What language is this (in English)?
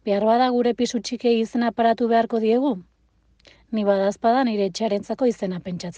Basque